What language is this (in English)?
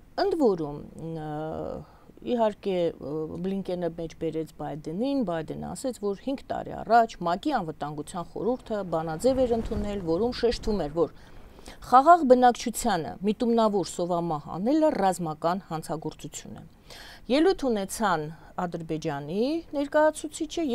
Armenian